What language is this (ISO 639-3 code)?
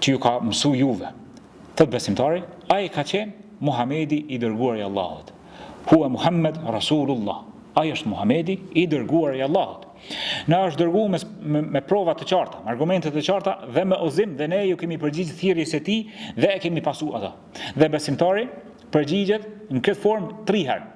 sqi